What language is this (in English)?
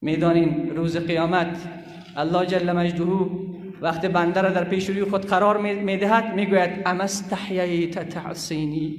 Persian